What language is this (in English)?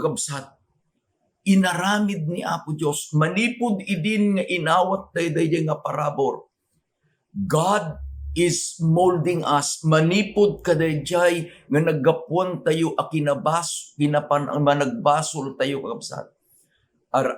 Iloko